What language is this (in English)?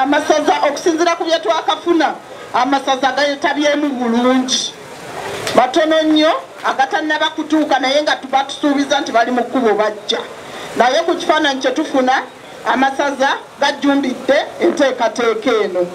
Ganda